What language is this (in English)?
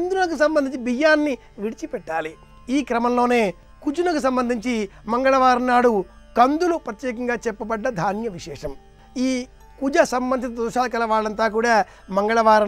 Telugu